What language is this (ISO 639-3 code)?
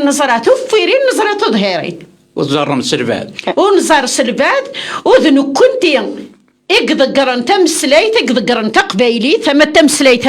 kab